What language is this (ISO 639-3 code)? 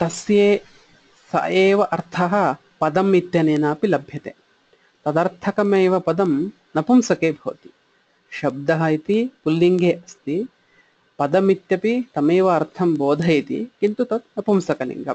san